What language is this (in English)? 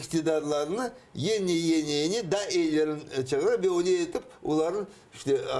Crimean Tatar